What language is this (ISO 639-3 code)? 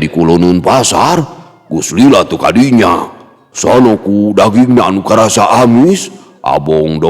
sun